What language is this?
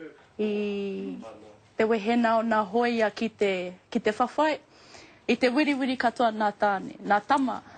Māori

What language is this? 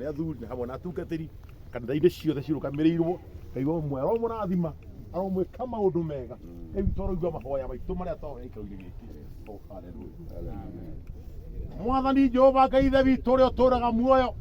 Kikuyu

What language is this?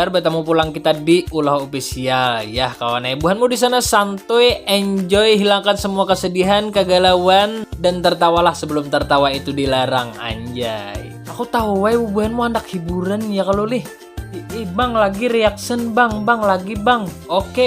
Banjar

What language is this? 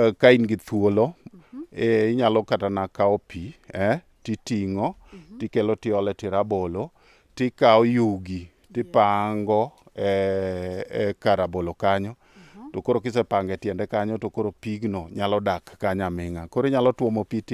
Luo (Kenya and Tanzania)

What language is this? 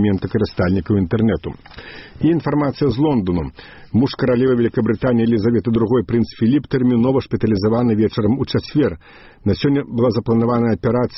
Belarusian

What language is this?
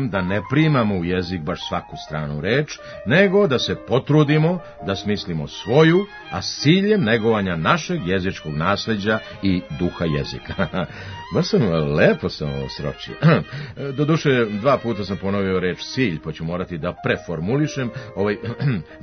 Serbian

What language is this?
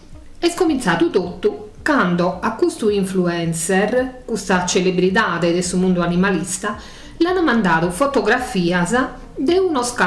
Sardinian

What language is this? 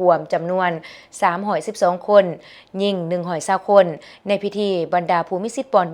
Lao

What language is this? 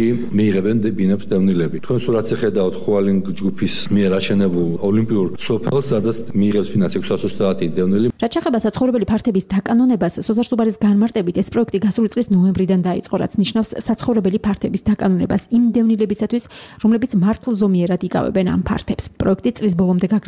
Georgian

